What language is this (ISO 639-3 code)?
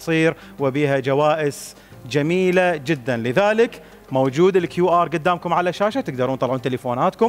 acm